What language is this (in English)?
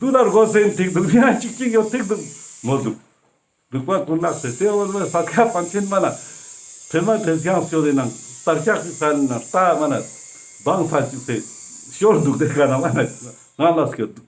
Ladakhi